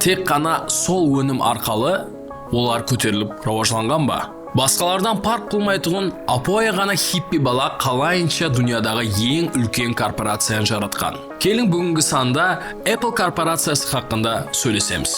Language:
Kara-Kalpak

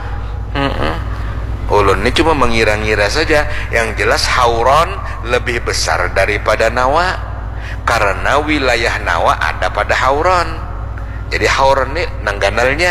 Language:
Banjar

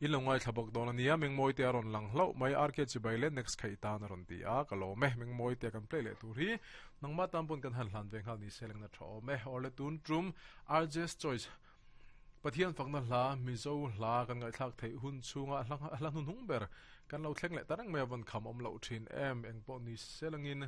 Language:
Mizo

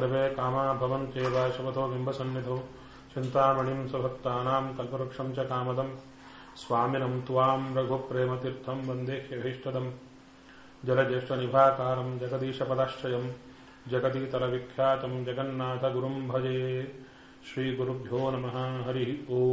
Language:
Kannada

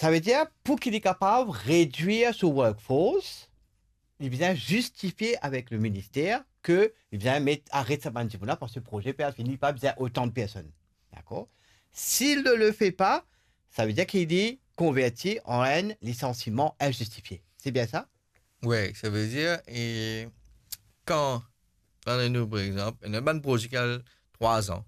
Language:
Morisyen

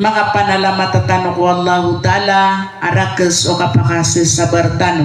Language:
Maranao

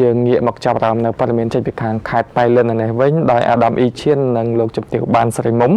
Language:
Khmer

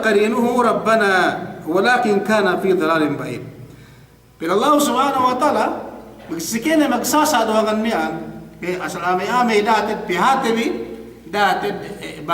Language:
Yakan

